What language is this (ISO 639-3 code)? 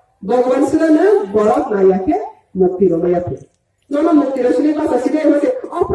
ria